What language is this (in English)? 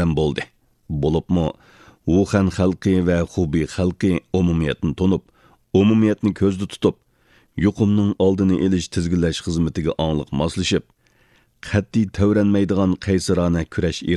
Uyghur